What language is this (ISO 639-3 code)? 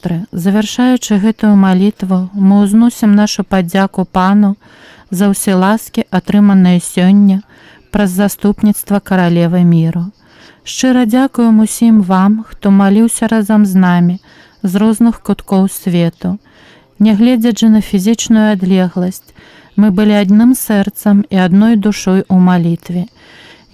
bel